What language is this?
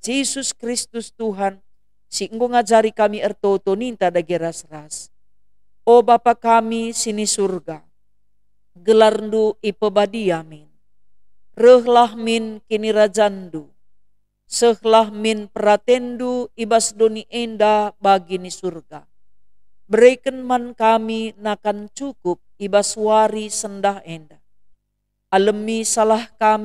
Batak Karo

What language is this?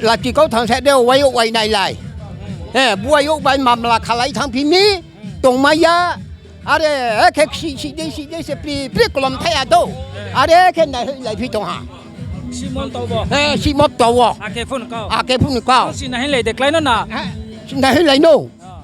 Riang (India)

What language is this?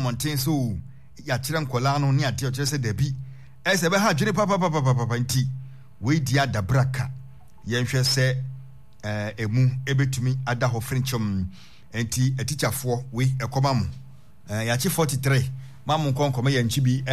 Akan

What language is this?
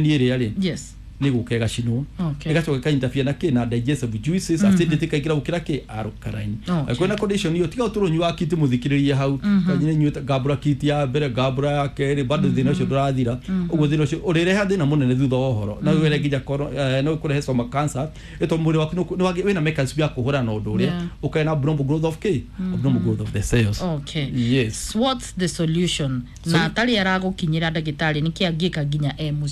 Kikuyu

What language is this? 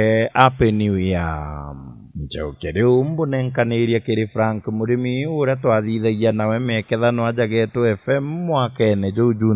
Meru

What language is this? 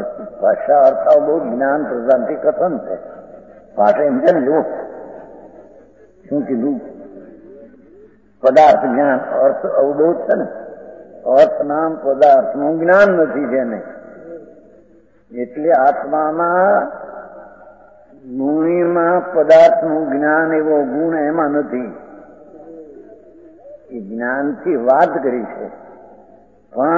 Gujarati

